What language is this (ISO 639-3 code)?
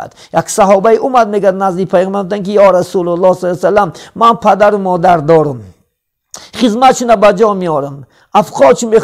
tgk